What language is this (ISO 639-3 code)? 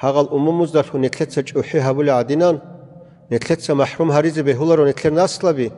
ava